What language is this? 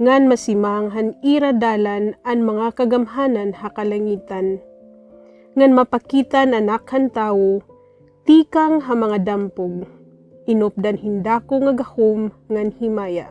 Waray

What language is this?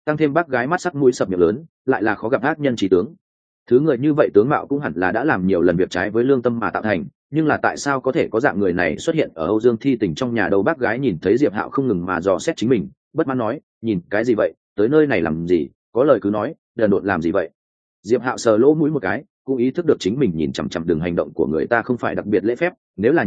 Vietnamese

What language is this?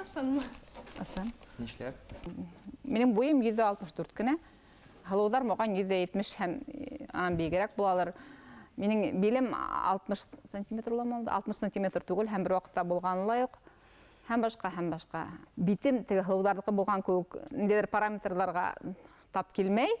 Bashkir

